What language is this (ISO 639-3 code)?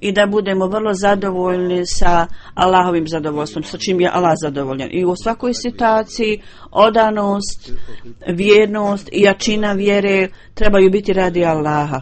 bos